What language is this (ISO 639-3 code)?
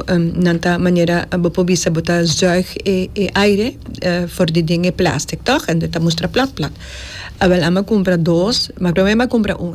pap